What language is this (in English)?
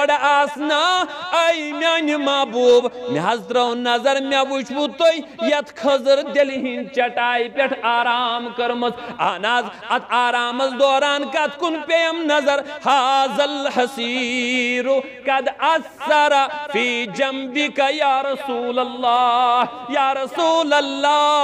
Kashmiri